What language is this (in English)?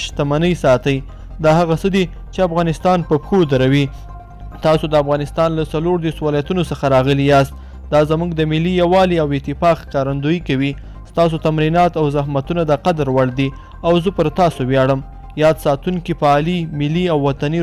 Pashto